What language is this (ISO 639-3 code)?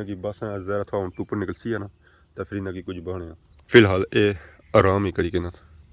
phr